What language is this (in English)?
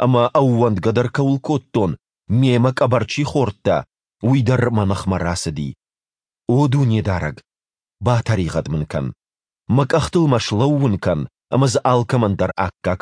Ossetic